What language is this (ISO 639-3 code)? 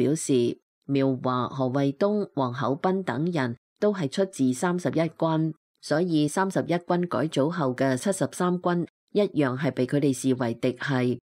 yue